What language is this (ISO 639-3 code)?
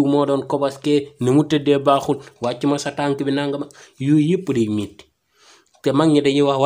wol